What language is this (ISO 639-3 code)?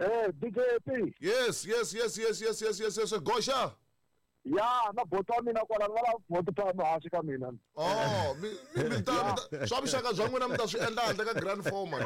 tso